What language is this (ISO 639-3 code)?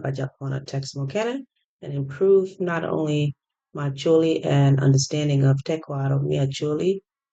ach